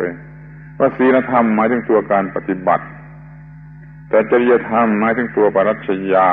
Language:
Thai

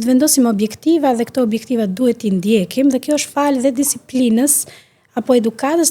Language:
Albanian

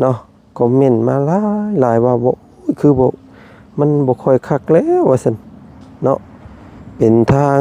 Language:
Lao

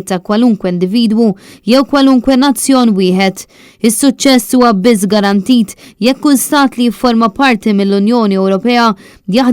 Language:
Maltese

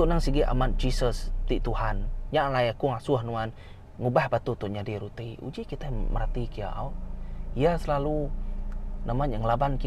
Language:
Iban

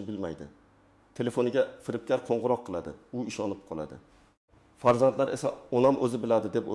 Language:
Uzbek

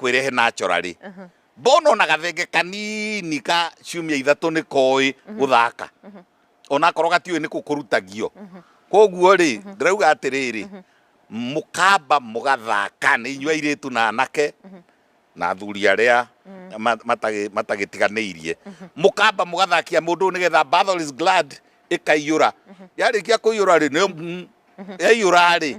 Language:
Kikuyu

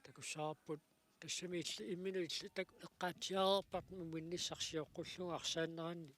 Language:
Kalaallisut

